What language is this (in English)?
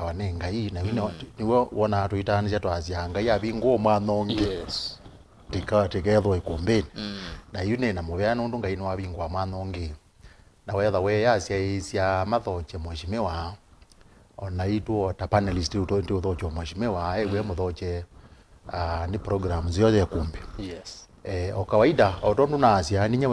Kamba